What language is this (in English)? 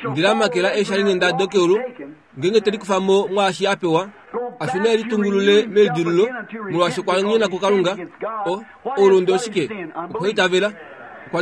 Kuanyama